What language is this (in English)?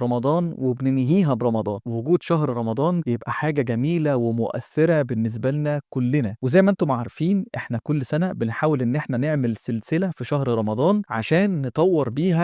Egyptian Arabic